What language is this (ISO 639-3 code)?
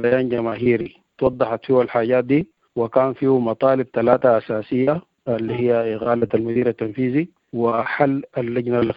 apd